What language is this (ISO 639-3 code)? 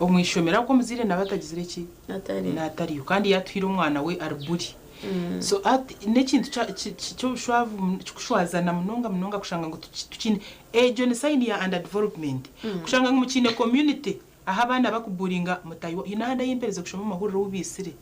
nyn